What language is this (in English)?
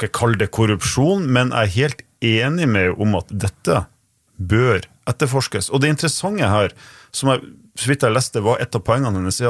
Norwegian